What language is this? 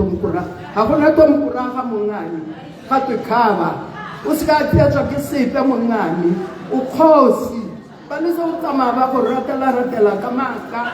Tswana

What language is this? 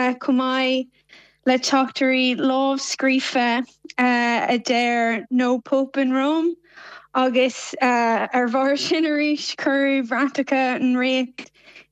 Irish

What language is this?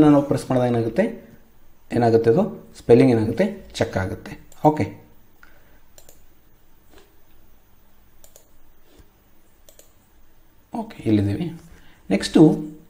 Kannada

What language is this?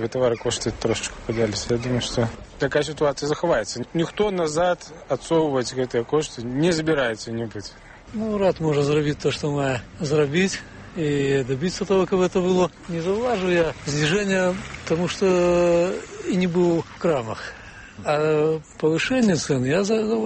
Belarusian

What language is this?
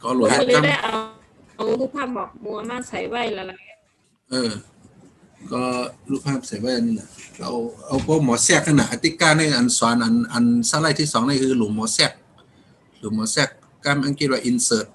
Shan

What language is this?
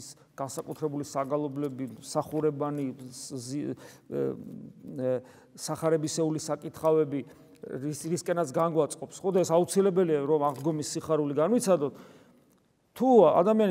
Georgian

